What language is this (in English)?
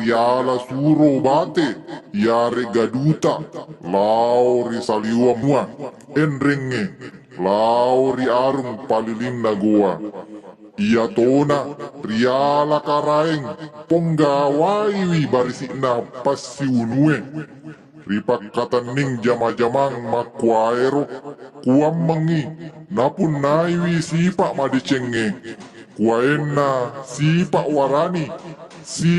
Buginese